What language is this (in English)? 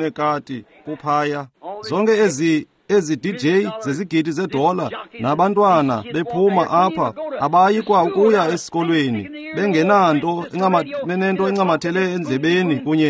Xhosa